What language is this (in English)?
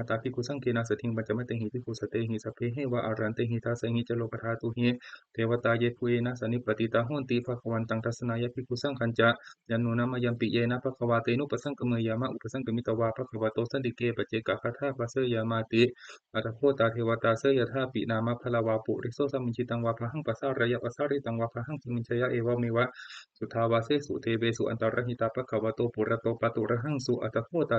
Pali